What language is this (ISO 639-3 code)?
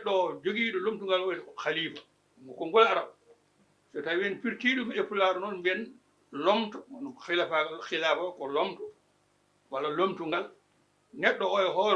ful